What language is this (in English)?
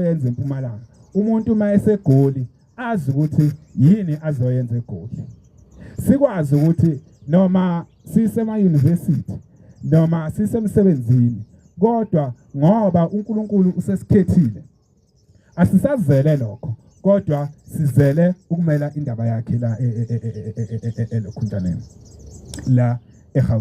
Zulu